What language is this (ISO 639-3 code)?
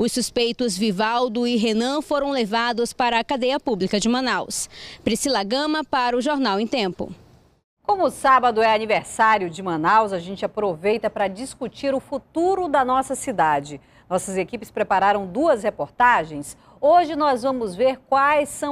por